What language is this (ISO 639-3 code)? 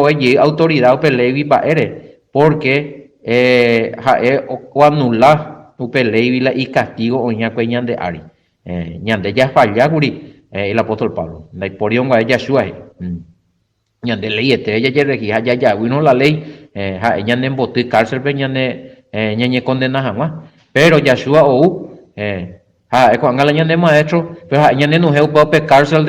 grn